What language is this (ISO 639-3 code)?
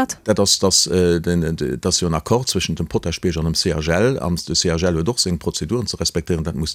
ltz